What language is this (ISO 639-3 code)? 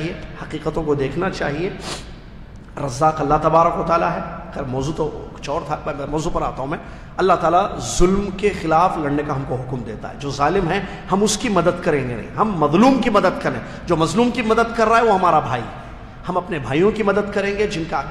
urd